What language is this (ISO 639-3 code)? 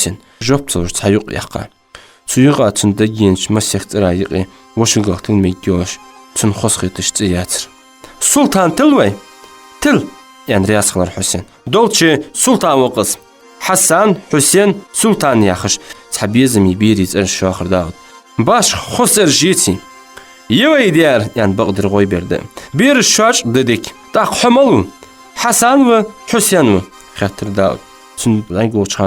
inh